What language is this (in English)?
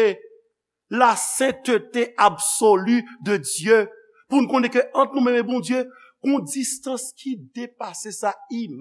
Haitian Creole